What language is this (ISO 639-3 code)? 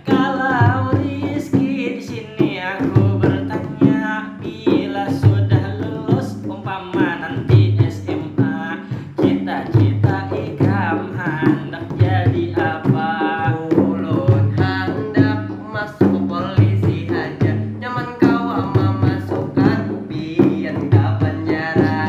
bjn